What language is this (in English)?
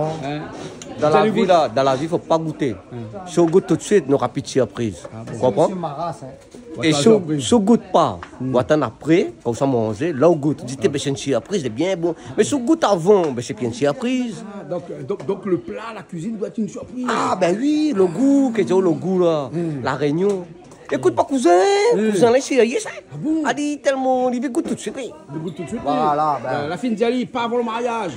Réunion Creole French